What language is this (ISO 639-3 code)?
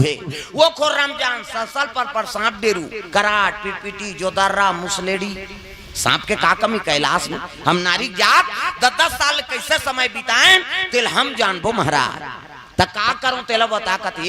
hne